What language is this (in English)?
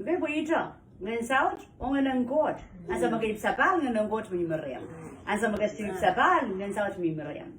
Pohnpeian